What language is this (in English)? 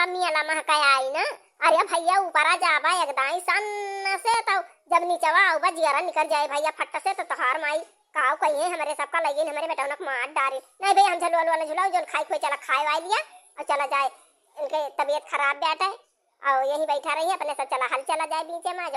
Awadhi